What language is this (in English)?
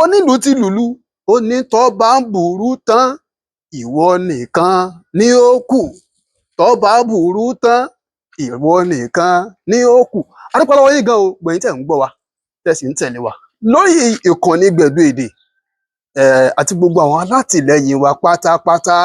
Yoruba